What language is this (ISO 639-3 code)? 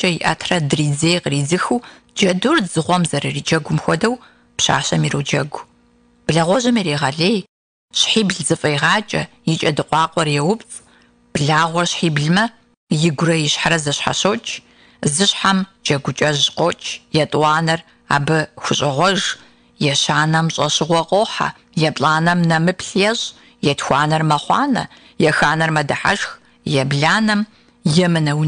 kbd